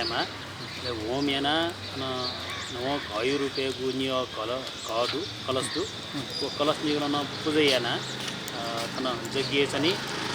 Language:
Newari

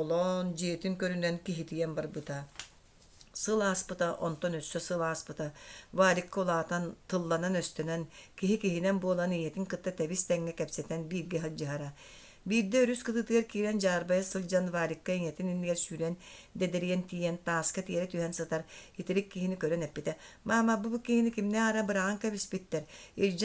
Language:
Yakut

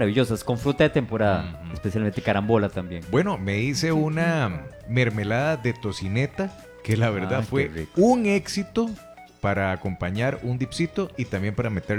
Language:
Spanish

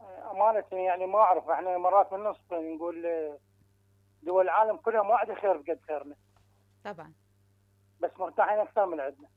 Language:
Mesopotamian Arabic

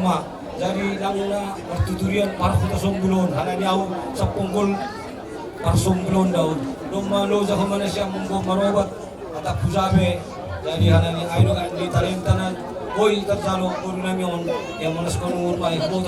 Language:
Batak Simalungun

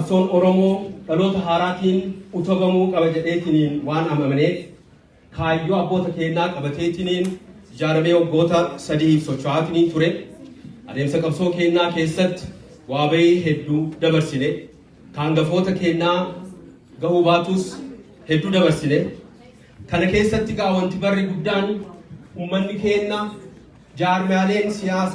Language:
Oromo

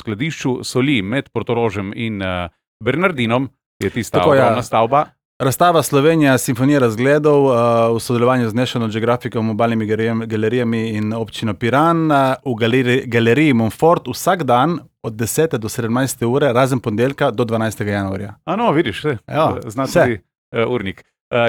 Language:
Slovenian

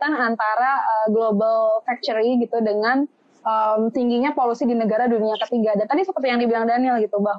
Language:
Indonesian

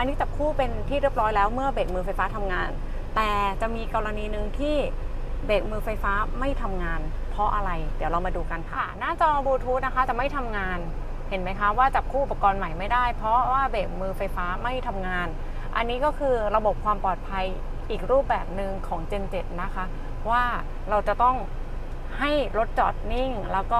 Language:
Thai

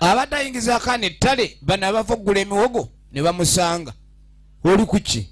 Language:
Ganda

